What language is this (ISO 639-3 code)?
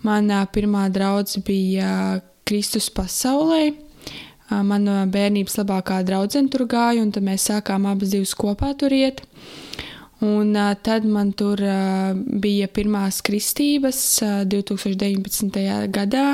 lav